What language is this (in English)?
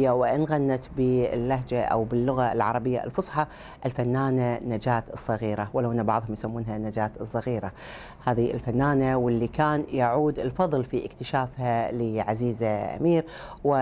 Arabic